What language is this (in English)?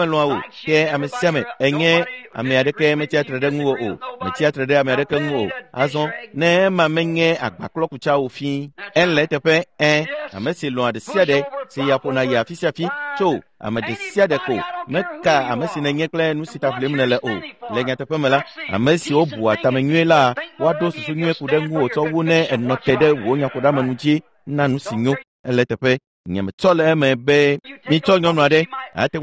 Ewe